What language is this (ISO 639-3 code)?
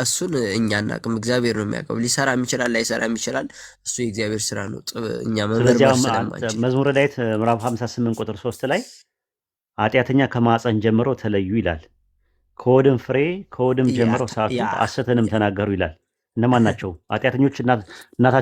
amh